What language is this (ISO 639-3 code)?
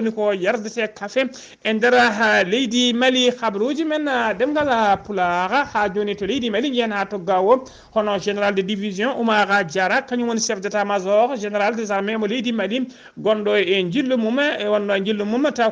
ful